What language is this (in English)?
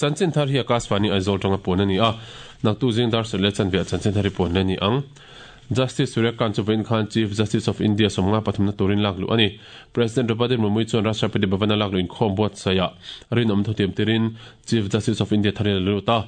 Mizo